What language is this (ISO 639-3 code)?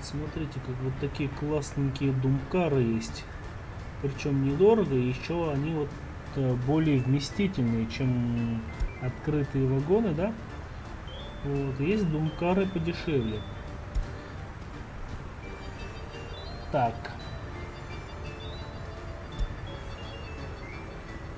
rus